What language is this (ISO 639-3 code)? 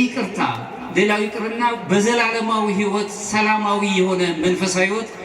amh